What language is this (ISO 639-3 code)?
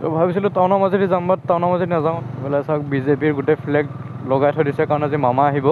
asm